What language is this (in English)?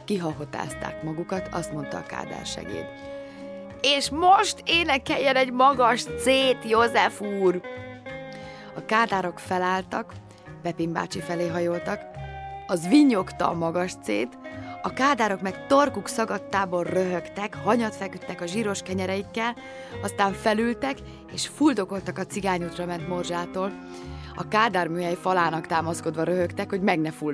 Hungarian